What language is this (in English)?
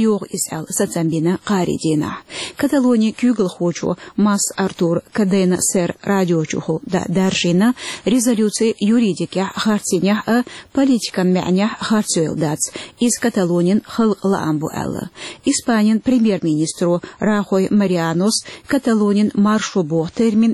Chechen